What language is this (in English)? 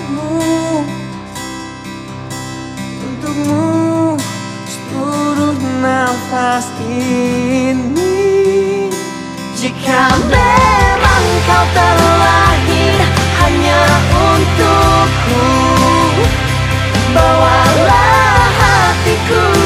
Indonesian